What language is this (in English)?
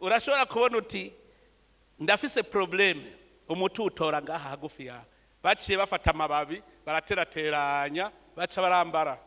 Rundi